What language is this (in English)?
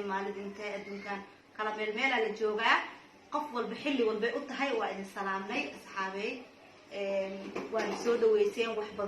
Somali